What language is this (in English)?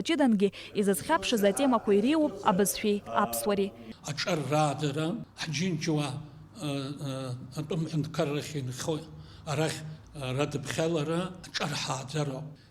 Abkhazian